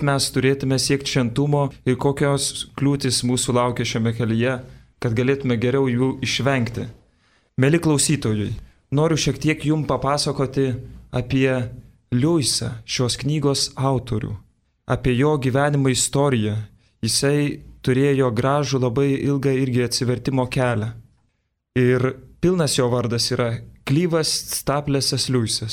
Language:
Lithuanian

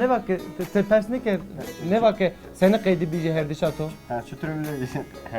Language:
Zaza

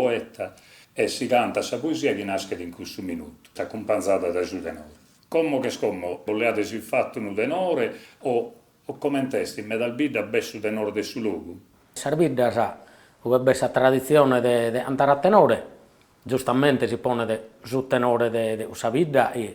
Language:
Sardinian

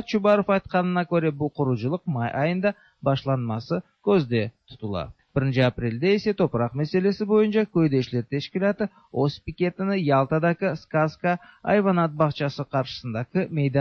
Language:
Tatar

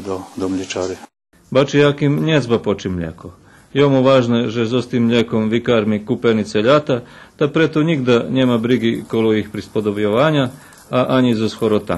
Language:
Rusyn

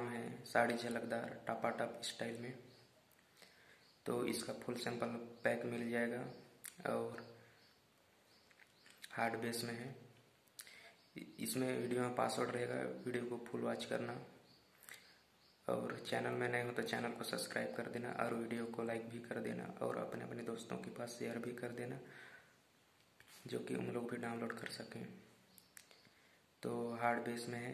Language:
Hindi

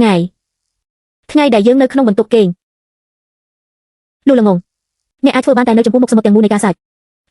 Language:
Khmer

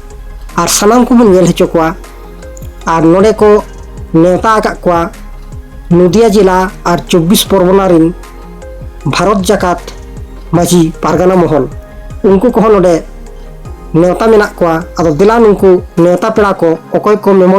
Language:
Santali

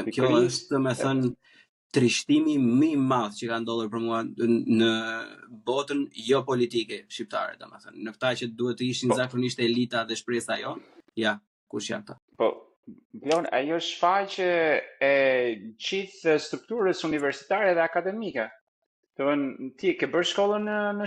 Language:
Albanian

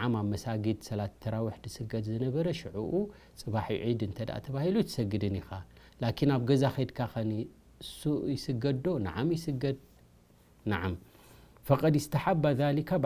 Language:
Tigrinya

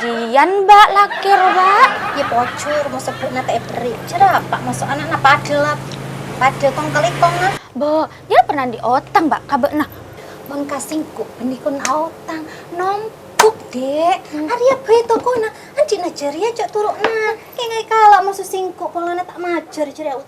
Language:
Madurese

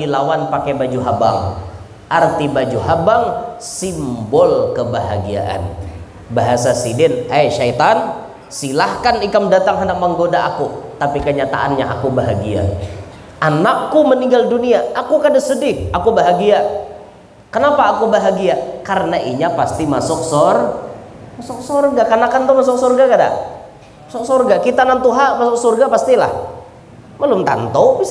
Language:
Banjar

